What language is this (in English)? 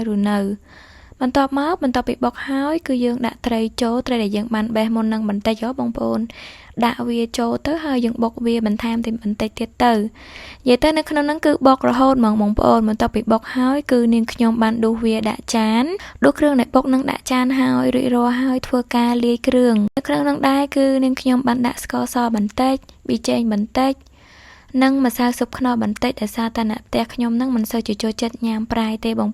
Khmer